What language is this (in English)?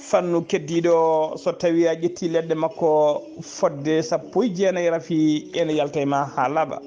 Fula